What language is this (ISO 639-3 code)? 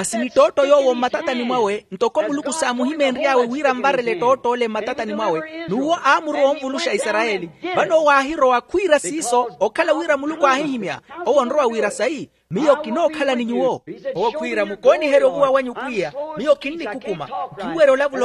vmw